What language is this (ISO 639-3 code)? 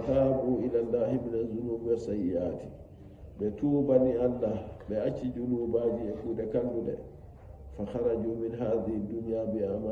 fuv